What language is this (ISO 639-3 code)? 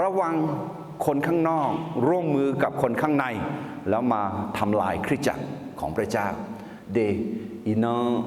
ahk